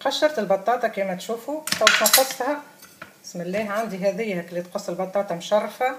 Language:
Tunisian Arabic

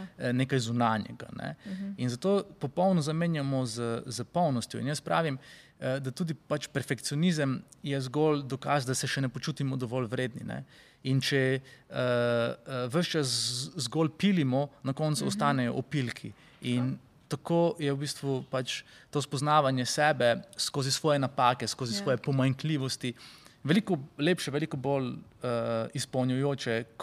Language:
Slovenian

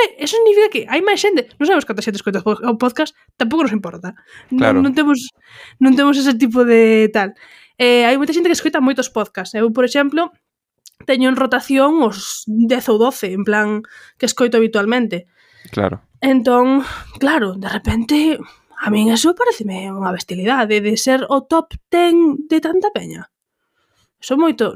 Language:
Galician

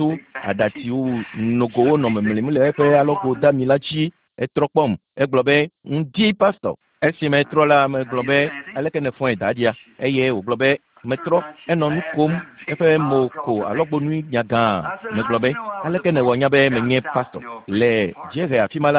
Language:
Ewe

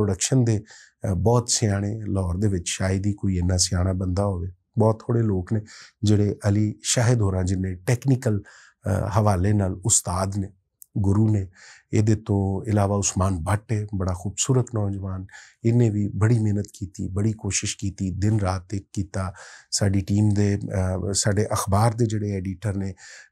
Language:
Western Panjabi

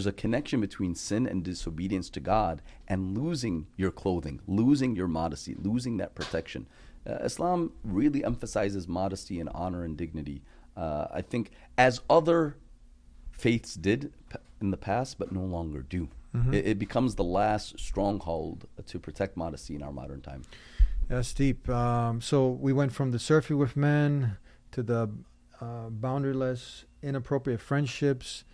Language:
English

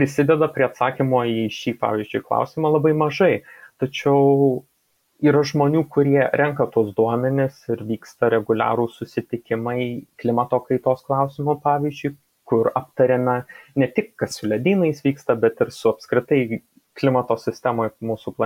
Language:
Lithuanian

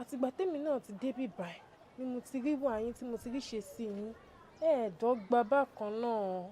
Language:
Yoruba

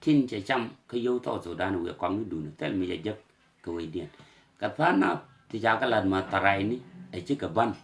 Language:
Nuer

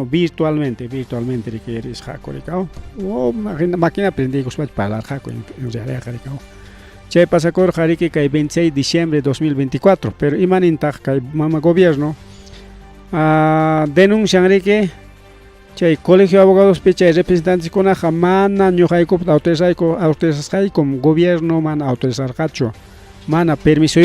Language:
Ayacucho Quechua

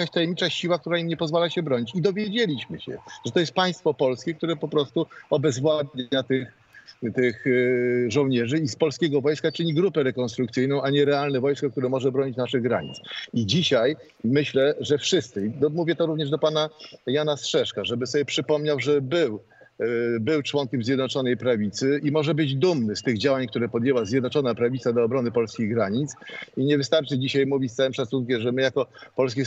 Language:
Polish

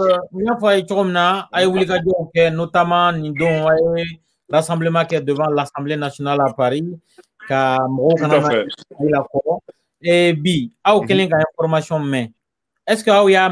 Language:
French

